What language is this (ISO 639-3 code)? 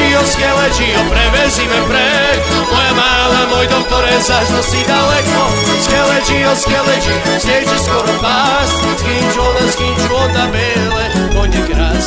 hrv